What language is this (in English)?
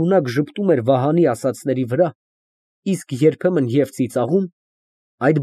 Armenian